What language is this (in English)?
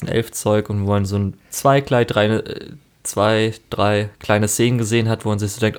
German